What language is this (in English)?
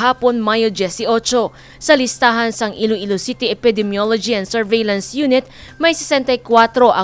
Hiligaynon